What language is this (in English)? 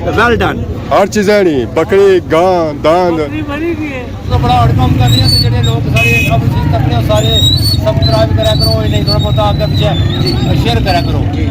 Pahari-Potwari